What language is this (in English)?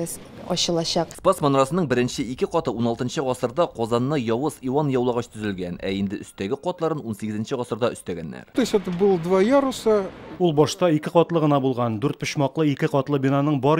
Tatar